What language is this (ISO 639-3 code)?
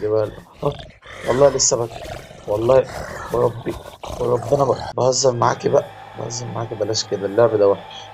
arz